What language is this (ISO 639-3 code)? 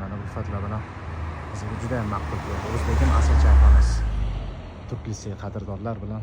uzb